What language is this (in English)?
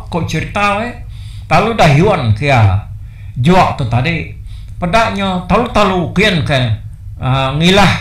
Iban